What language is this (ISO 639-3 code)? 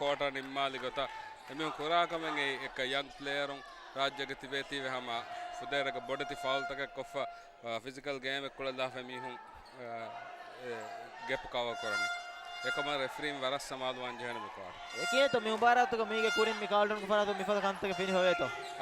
div